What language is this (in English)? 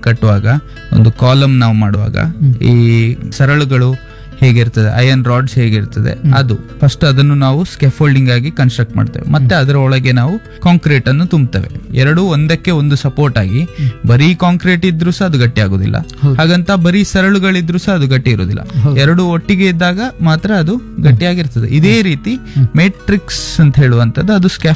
Kannada